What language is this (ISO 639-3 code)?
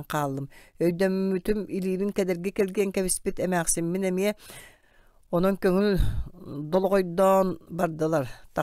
sah